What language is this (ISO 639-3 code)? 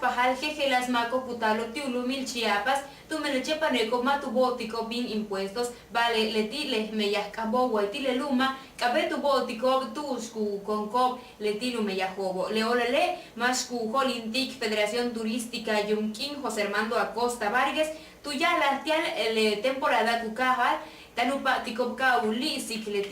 yua